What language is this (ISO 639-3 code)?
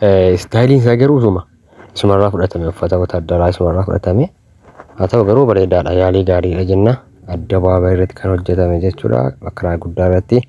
orm